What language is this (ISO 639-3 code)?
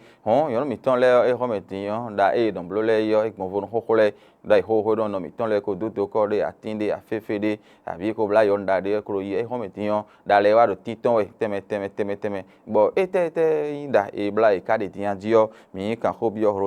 fon